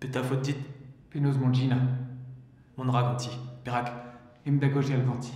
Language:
Breton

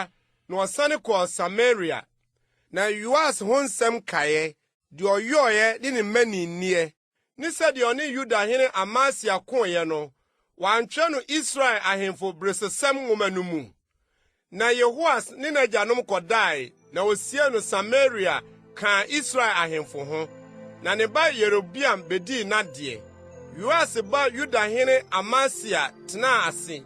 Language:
Akan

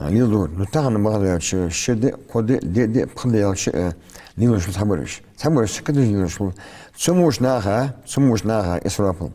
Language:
Ingush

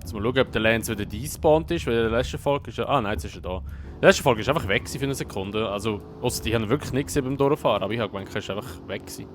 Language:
Swiss German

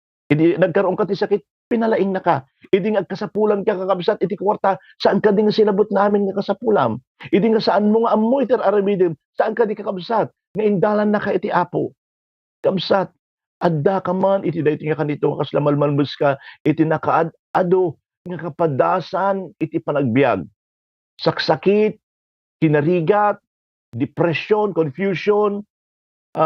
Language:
Iloko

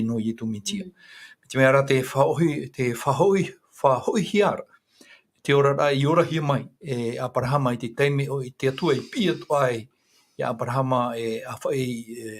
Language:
Tahitian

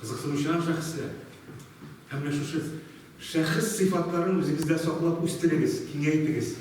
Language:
Tatar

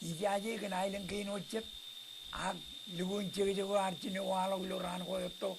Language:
Marshallese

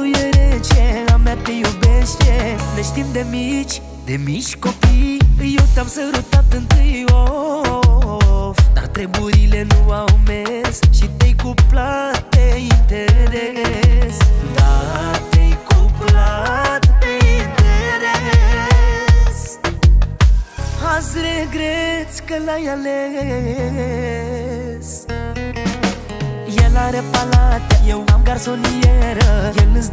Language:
Romanian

